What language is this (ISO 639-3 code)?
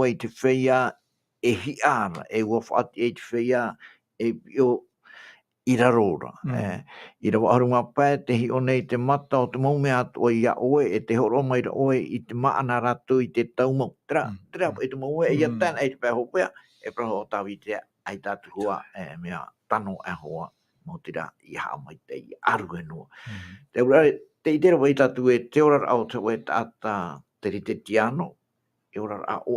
tah